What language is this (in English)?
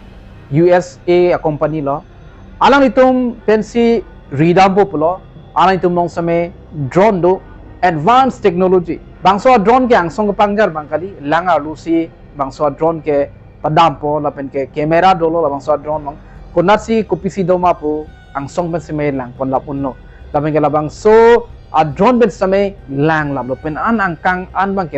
Karbi